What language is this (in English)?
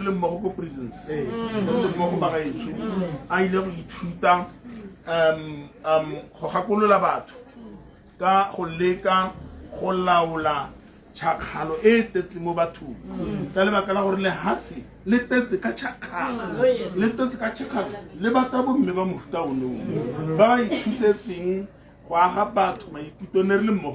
Tswana